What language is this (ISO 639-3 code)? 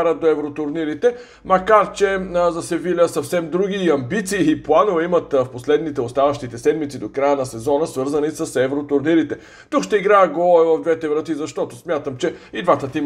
bul